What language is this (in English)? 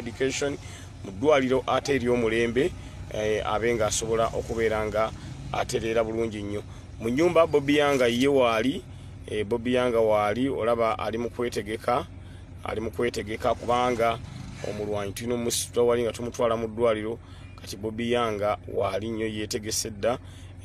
Ganda